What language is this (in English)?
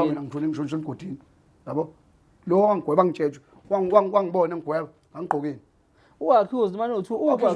Zulu